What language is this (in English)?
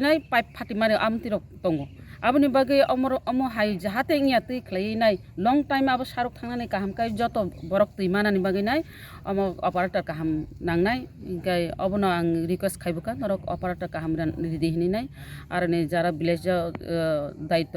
Kok Borok